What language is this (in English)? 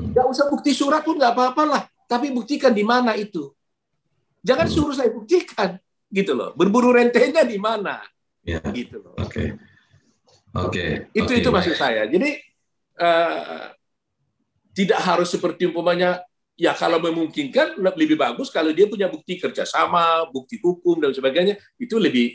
Indonesian